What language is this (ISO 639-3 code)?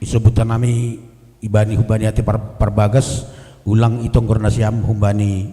bts